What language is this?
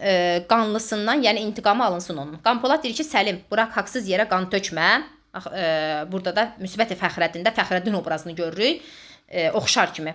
Azerbaijani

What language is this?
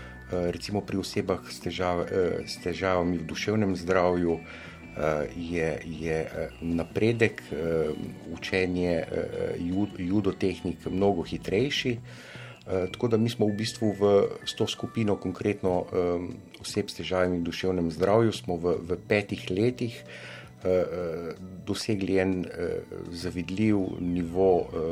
Slovenian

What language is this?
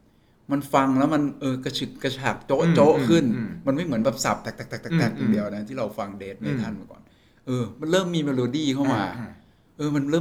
Thai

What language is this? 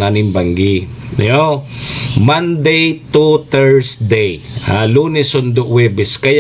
Bikol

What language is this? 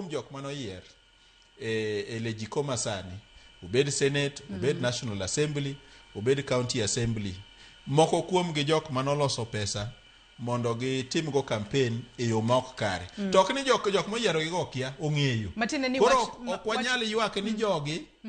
Luo (Kenya and Tanzania)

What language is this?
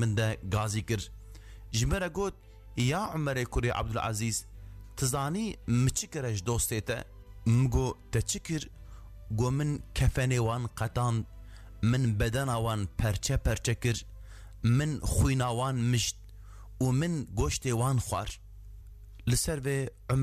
Kurdish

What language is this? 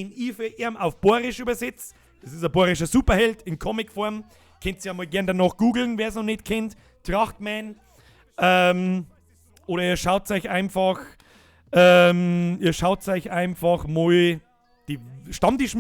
Bavarian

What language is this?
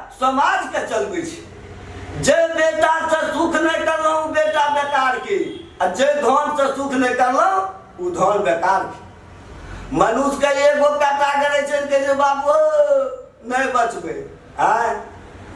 Maithili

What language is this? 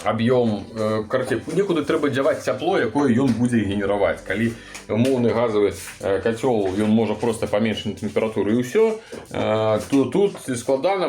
Belarusian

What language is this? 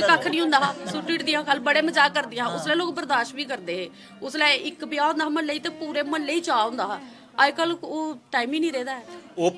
Dogri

